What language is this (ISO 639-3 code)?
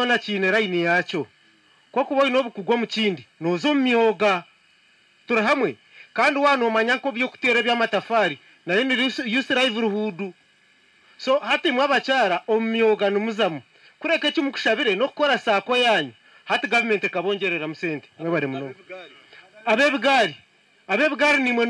nyn